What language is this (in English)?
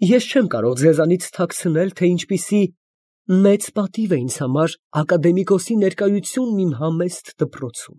Armenian